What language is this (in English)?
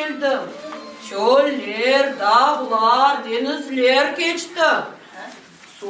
Crimean Tatar